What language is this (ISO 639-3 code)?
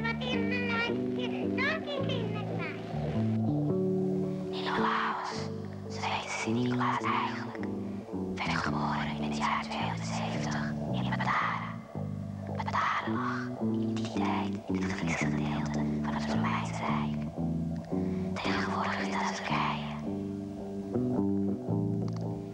nld